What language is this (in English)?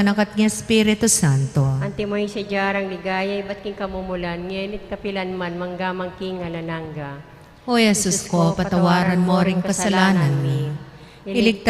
Pampanga